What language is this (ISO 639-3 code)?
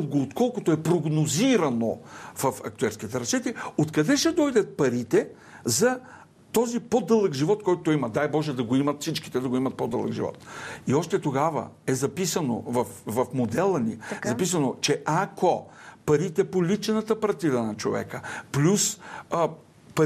bul